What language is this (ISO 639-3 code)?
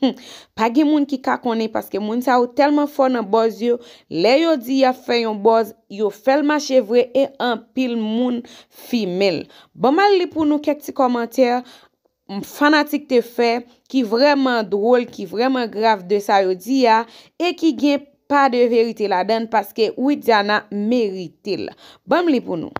hat